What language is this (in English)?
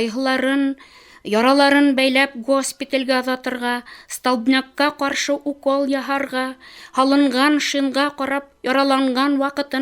Bashkir